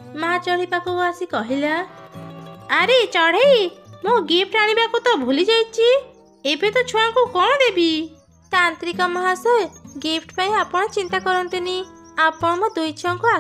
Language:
Odia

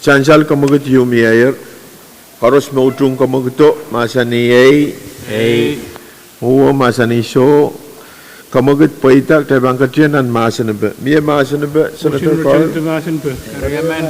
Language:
Pohnpeian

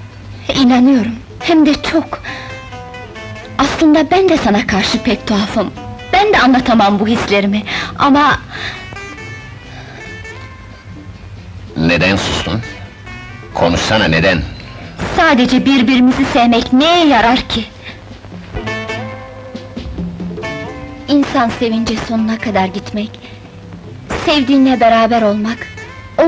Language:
Turkish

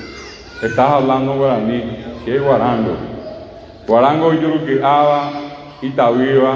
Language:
Guarani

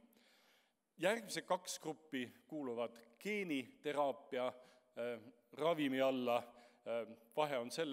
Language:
Estonian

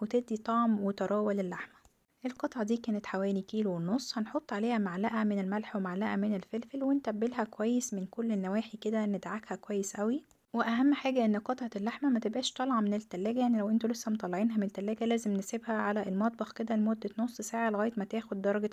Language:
Egyptian Arabic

